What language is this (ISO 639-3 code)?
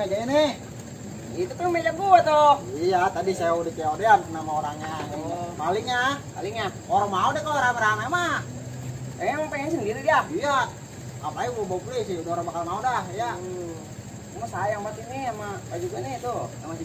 bew